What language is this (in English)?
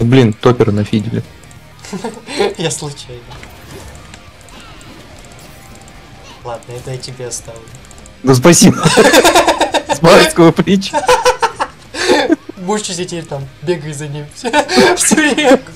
Russian